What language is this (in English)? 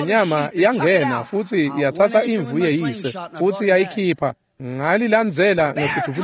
Swati